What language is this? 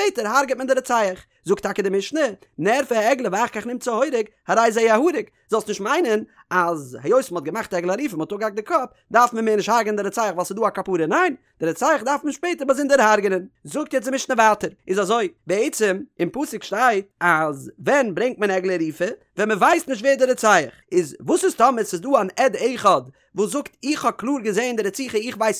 Yiddish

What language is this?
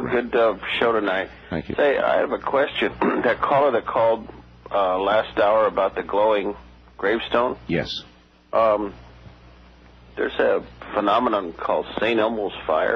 English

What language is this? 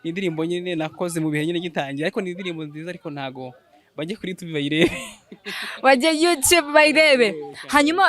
Kinyarwanda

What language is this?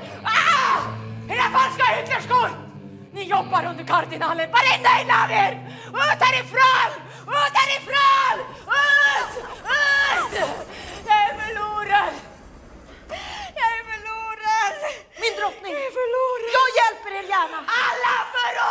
Swedish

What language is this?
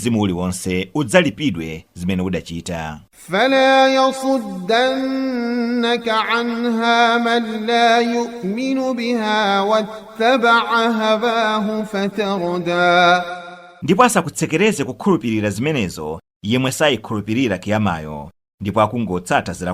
Nyanja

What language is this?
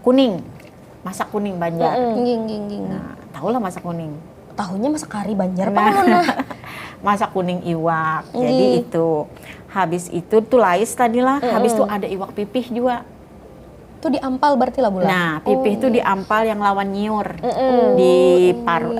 Banjar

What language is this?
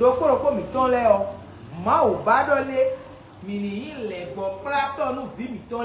Fon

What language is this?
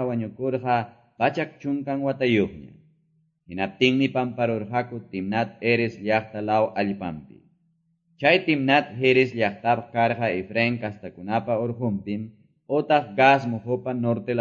Quechua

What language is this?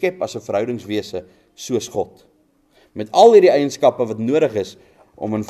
Afrikaans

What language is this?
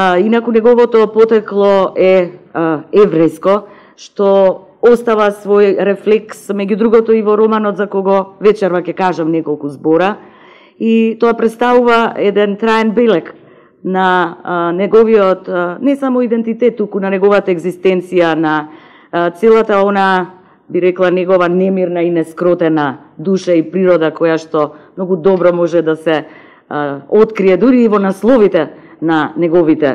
Macedonian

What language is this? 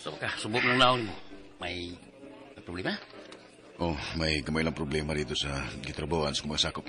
Cebuano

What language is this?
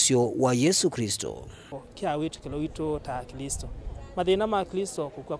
Kamba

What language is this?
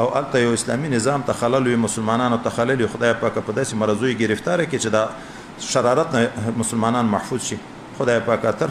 Pashto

